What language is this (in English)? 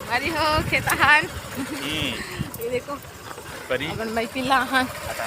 Chhattisgarhi